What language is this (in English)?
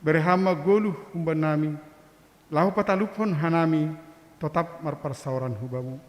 Batak Simalungun